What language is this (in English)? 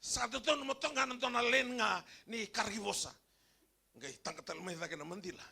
Fijian